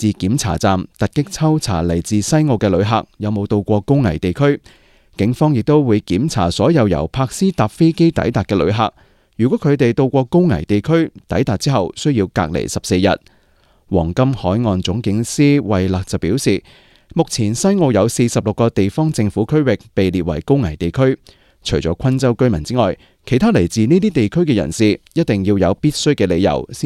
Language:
Cantonese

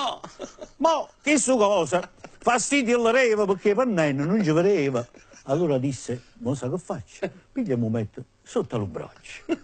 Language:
Neapolitan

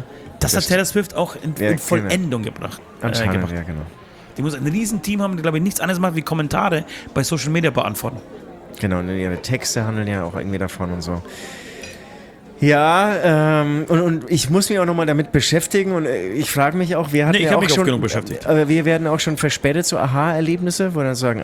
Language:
German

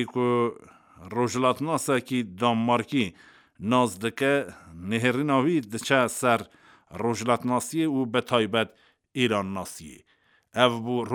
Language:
Kurdish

